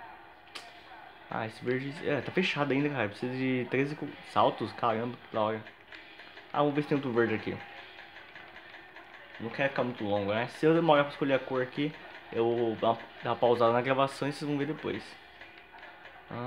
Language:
Portuguese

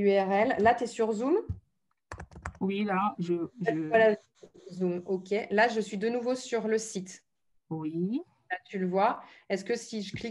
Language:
French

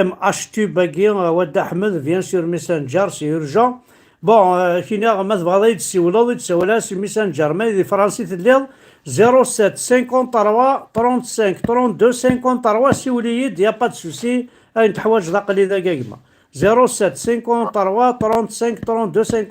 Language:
Kabyle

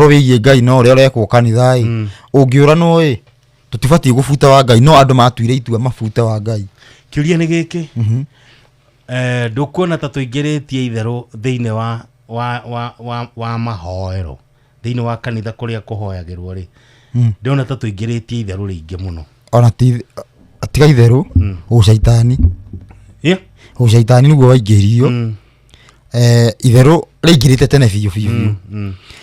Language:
Kikuyu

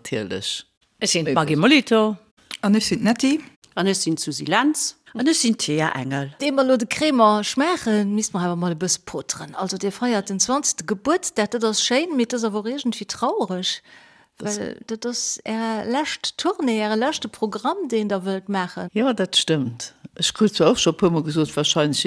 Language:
Luxembourgish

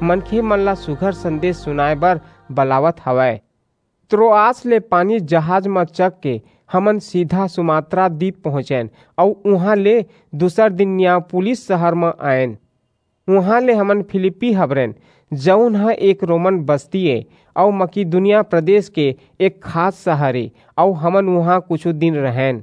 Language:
Chhattisgarhi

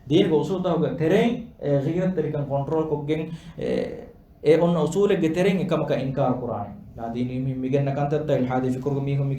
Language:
Divehi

